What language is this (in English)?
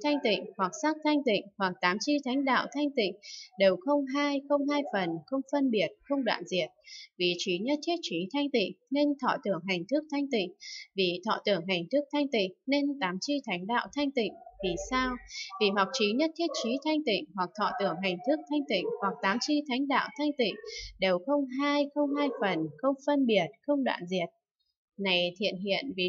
Vietnamese